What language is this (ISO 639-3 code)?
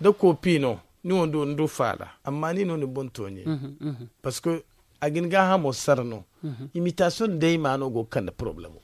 dje